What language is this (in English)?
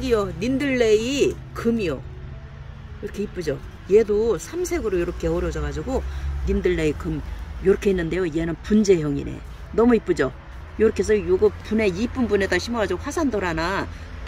Korean